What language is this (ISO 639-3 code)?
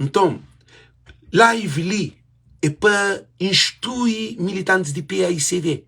kea